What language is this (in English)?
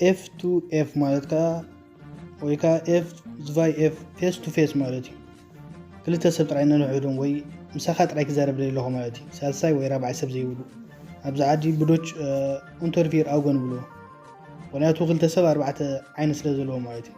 Tigrinya